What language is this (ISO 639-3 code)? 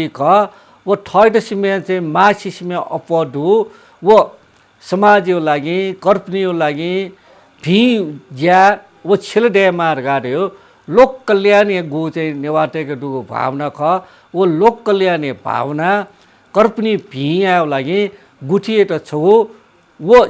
new